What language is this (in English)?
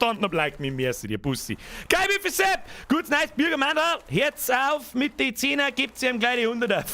Bavarian